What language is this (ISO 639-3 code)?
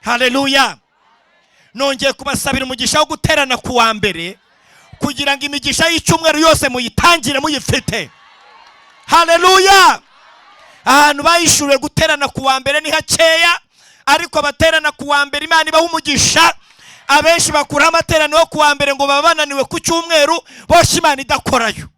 kin